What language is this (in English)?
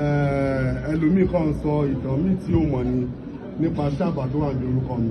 Yoruba